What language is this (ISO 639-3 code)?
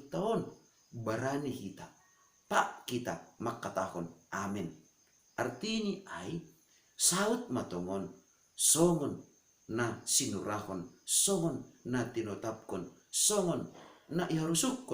bts